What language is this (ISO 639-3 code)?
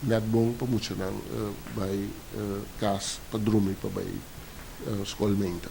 pap